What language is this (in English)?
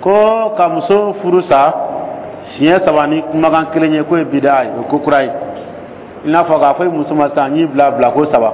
Dyula